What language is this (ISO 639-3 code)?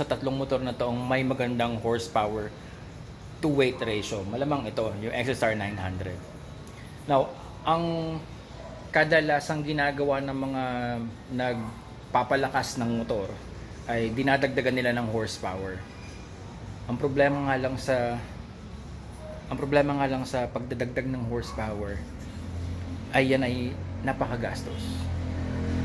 fil